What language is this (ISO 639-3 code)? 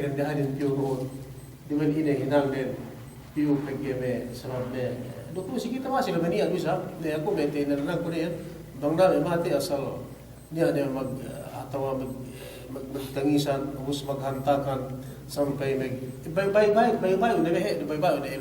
yka